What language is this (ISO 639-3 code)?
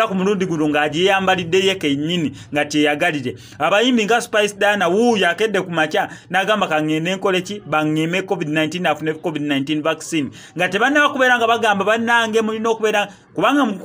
lug